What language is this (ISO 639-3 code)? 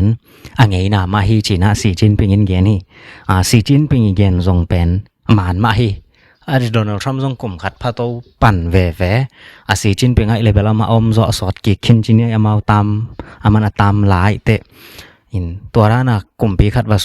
ctd